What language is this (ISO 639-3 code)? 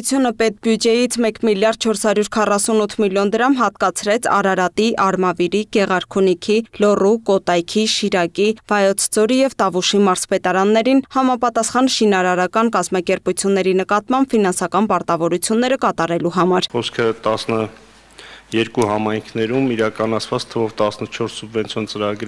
hye